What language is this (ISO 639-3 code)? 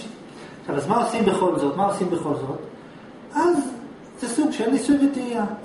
heb